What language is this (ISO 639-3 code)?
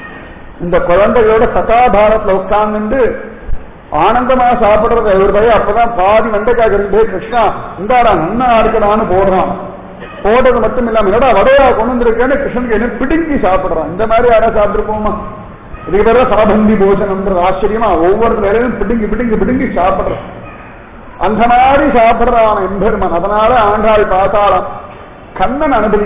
tam